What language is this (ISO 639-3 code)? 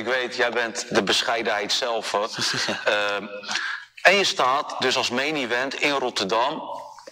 nld